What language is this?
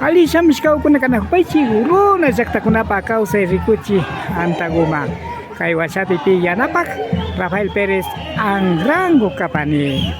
Imbabura Highland Quichua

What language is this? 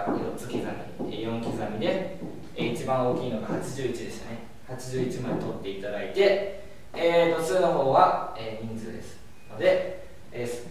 Japanese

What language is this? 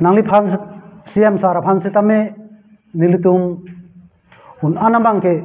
Karbi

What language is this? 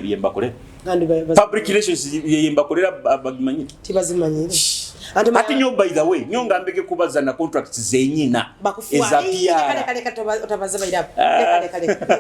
Nyoro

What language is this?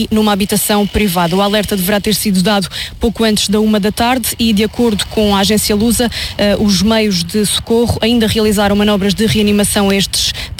Portuguese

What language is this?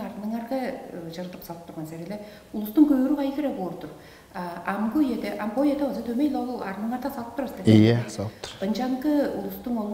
Tuvinian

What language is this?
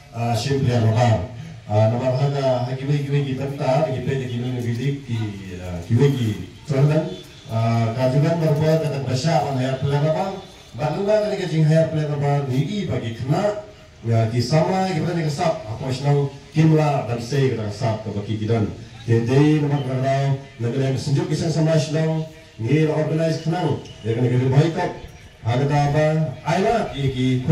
Khasi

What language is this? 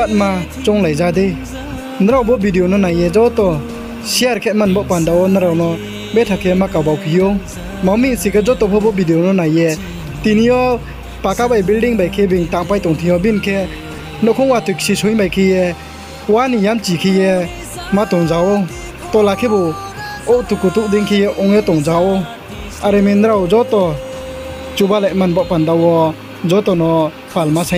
Riang (India)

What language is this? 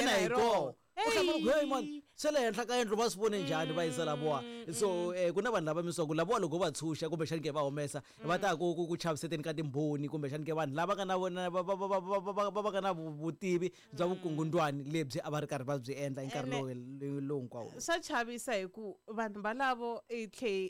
Tsonga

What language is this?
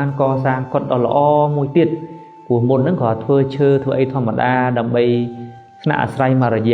Khmer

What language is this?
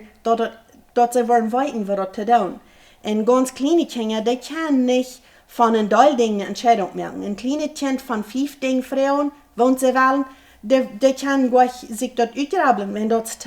Plautdietsch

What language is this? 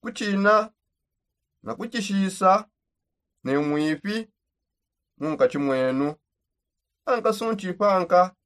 Songe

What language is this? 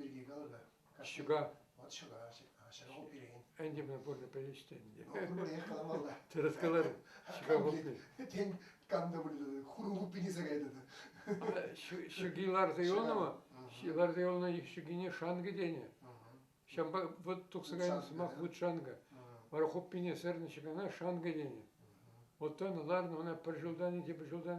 Chuvash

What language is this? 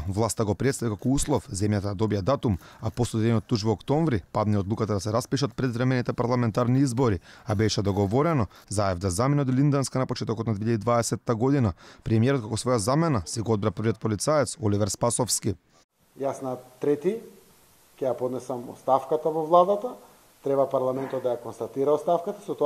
Macedonian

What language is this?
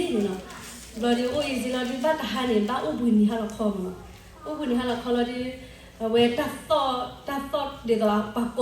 S'gaw Karen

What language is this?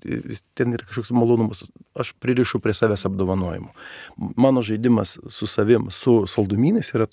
Lithuanian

